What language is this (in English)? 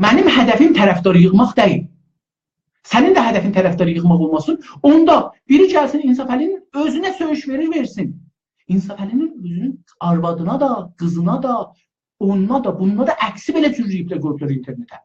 South Azerbaijani